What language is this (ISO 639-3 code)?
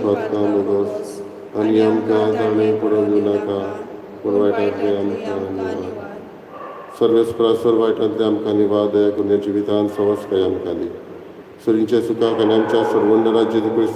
kok